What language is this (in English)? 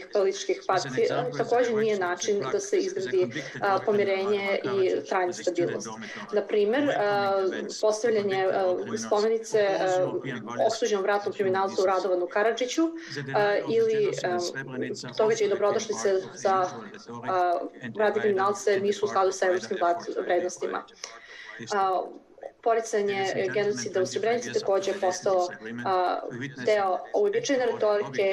Bosnian